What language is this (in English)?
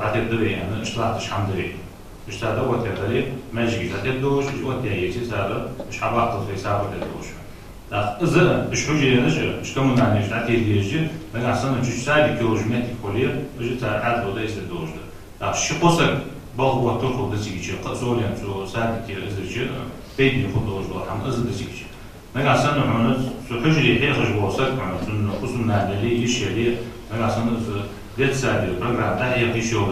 Ingush